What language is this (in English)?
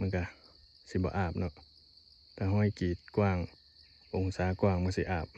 Northeastern Thai